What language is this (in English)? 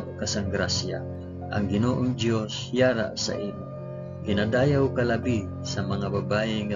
Hiligaynon